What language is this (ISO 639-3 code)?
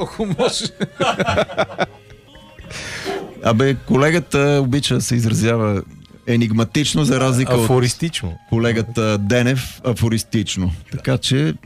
bul